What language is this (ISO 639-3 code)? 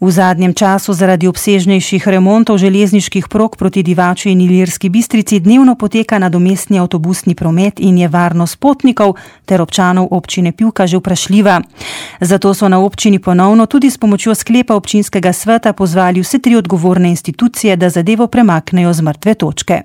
slv